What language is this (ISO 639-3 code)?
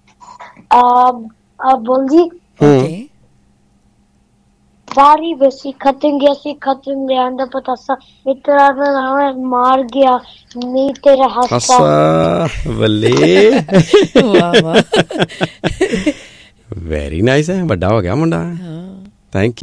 pan